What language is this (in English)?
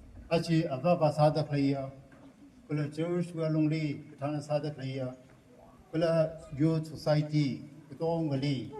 Tangkhul Naga (India)